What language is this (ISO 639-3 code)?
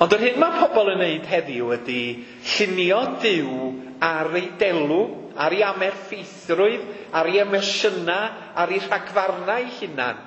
cym